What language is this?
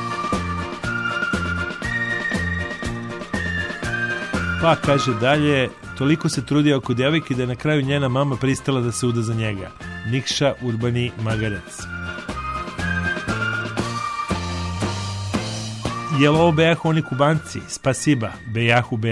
Serbian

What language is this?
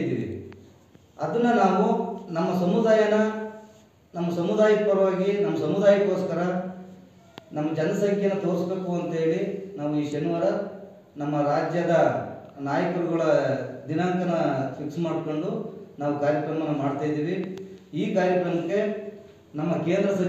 Kannada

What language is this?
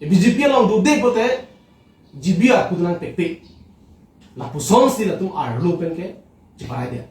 Karbi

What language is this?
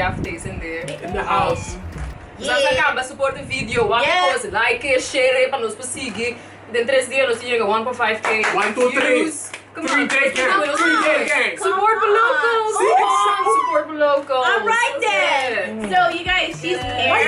Papiamento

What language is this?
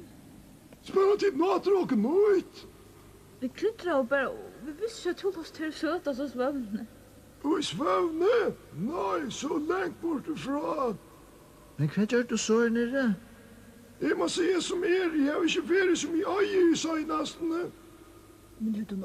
Faroese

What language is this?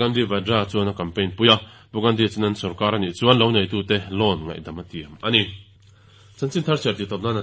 Mizo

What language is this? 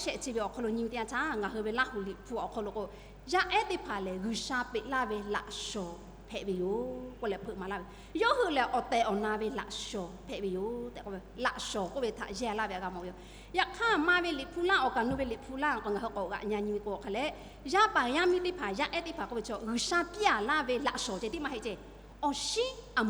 Lahu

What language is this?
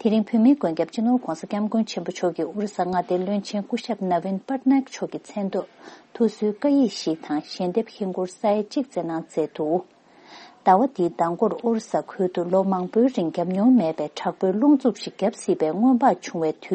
Tibetan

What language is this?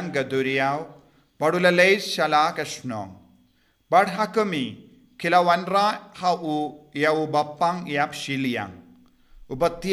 Khasi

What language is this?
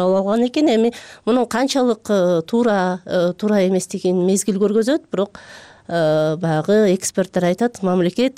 Kyrgyz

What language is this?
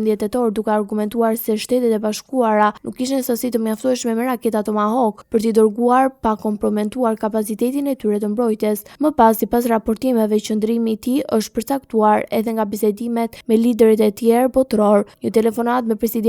Albanian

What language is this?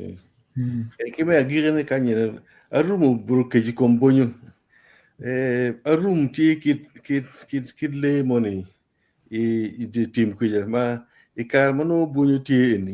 Acoli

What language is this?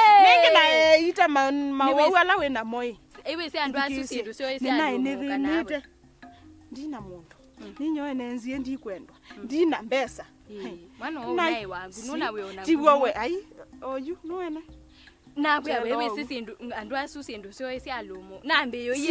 Kamba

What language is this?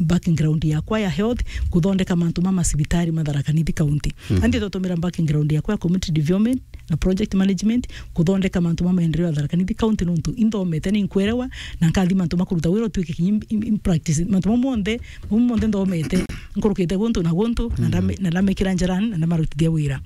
Meru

